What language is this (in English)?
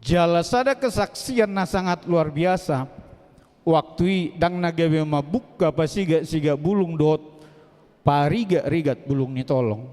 Batak Toba